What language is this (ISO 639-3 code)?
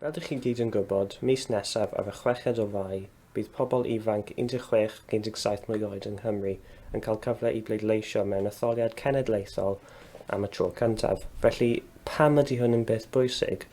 cym